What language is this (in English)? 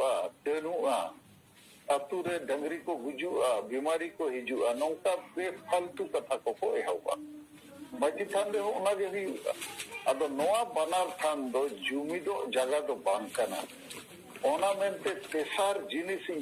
Santali